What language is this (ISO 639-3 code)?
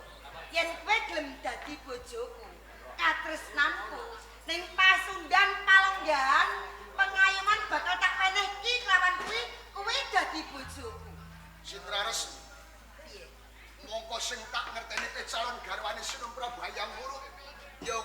jav